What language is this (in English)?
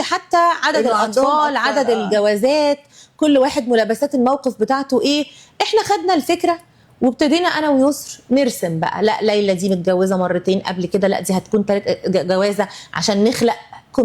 Egyptian Arabic